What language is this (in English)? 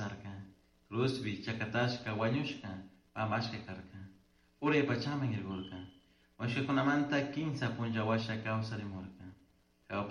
Chimborazo Highland Quichua